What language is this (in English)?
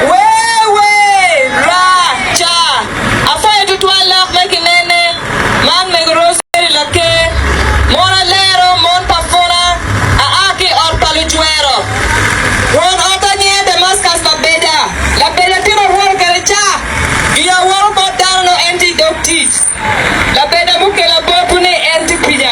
Acoli